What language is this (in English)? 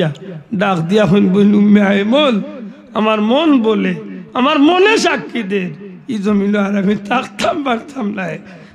Sylheti